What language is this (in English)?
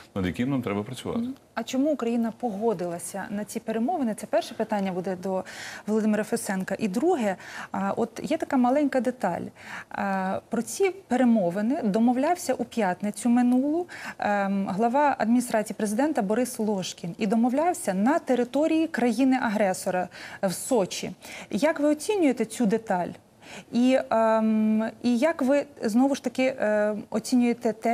Ukrainian